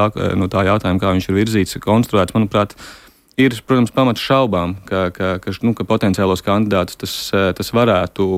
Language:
Latvian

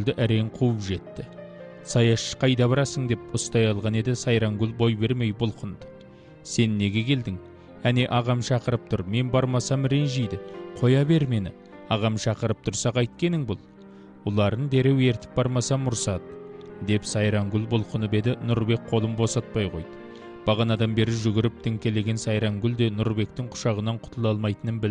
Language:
Kazakh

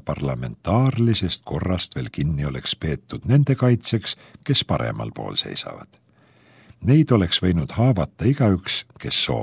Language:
Estonian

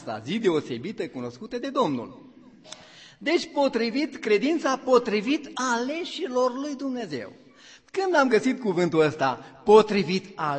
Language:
Romanian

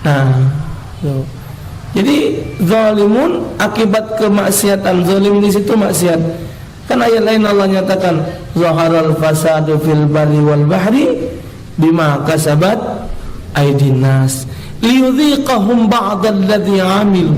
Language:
Musi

